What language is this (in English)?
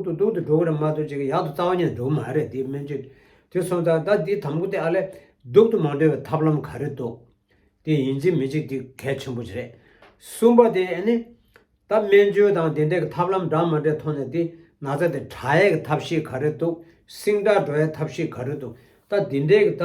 Tibetan